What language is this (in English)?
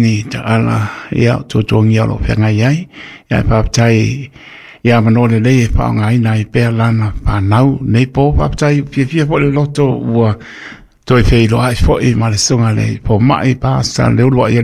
Samoan